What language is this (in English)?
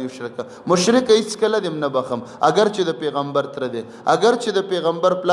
Pashto